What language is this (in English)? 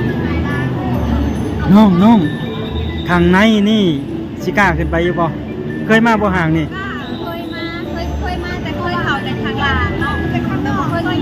Lao